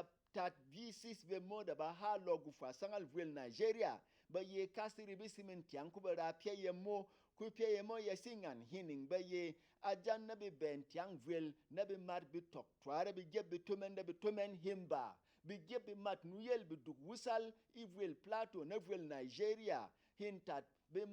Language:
Berom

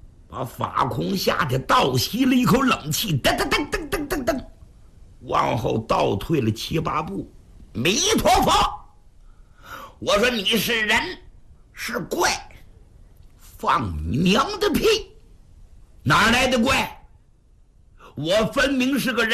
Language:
Chinese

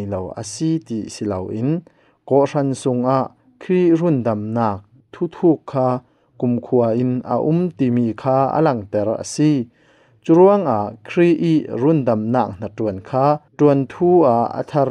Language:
Falam Chin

